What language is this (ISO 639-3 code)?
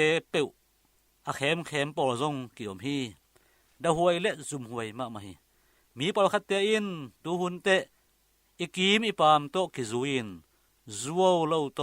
ctd